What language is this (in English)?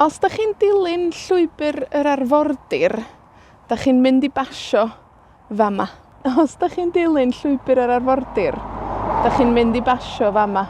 Welsh